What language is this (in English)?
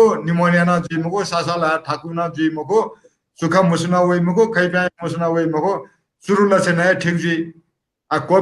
Newari